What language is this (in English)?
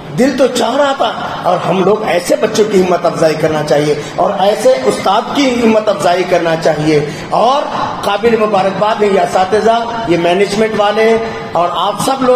Urdu